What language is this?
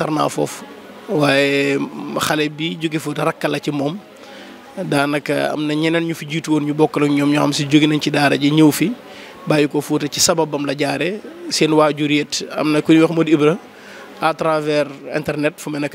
Wolof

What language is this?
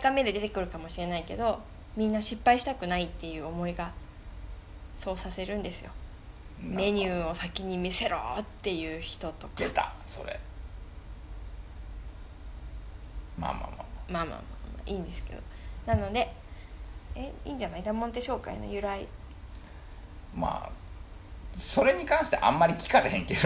Japanese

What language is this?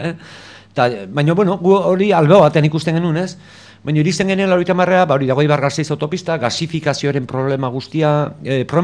Basque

